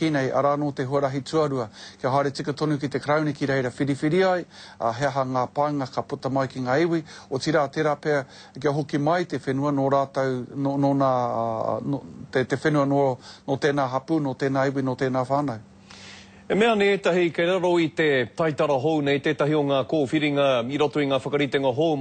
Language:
Māori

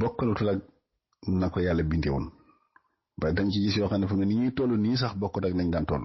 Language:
Wolof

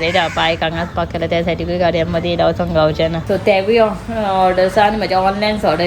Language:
Konkani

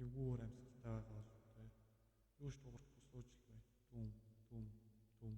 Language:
Mongolian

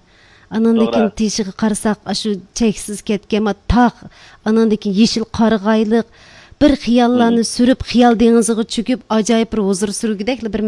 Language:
Uyghur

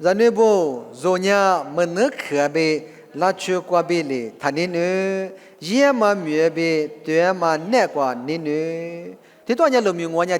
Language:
Lisu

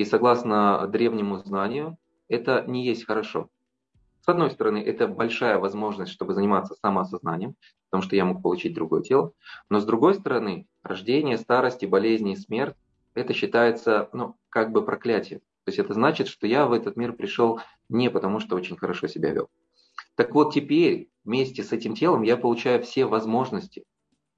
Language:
Russian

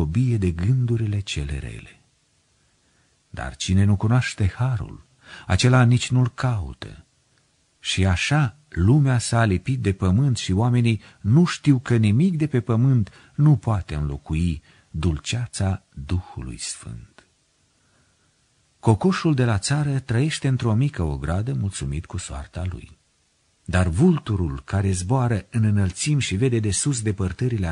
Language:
Romanian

